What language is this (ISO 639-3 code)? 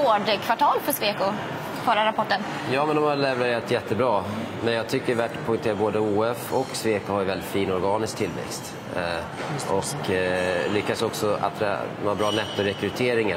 swe